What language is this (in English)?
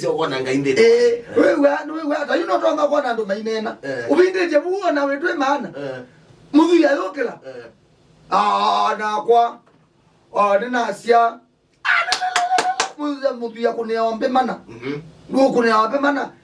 Kamba